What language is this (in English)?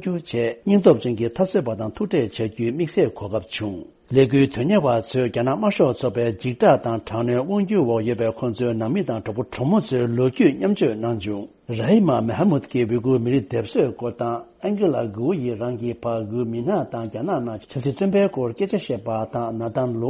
Tibetan